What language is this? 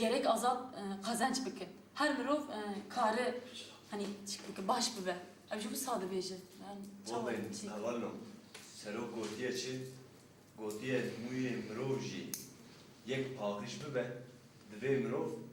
Kurdish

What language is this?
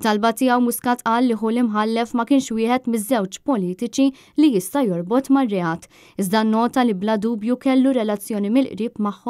Maltese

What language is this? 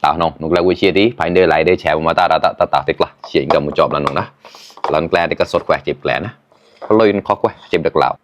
Mon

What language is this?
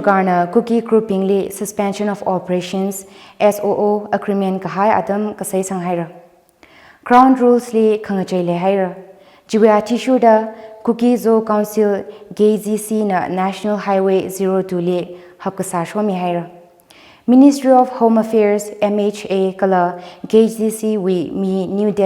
Tangkhul Naga (India)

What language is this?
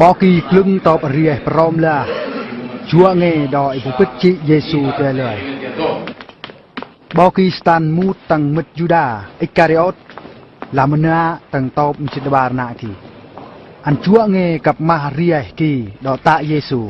Eastern Bru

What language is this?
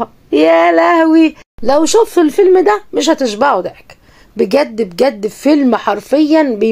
Egyptian Arabic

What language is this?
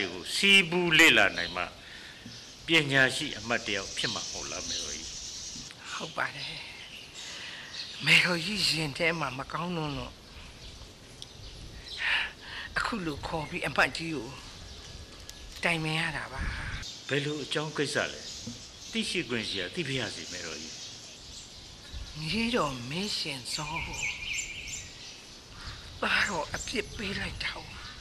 Burmese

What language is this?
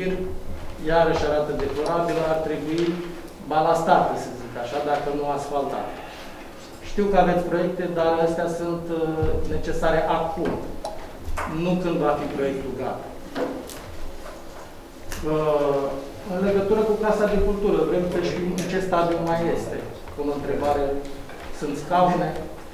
Romanian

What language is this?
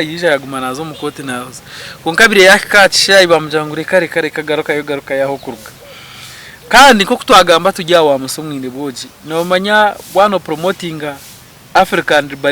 Nyankole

